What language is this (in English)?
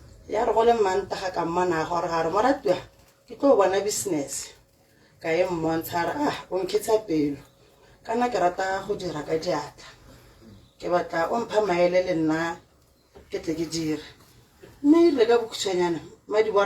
Tswana